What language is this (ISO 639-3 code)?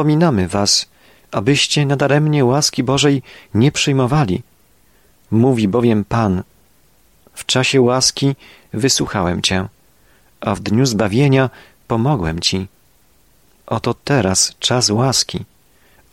pol